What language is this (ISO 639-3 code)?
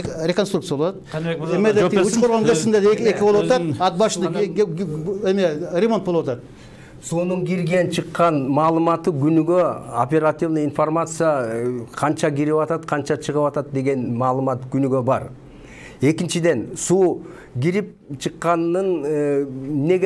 kir